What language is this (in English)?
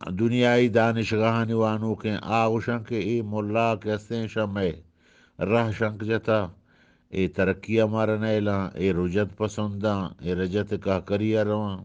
Eastern Balochi